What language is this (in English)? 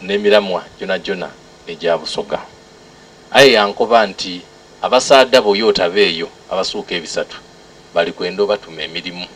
Soga